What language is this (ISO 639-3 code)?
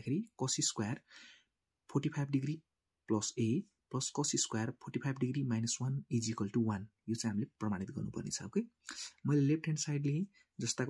nep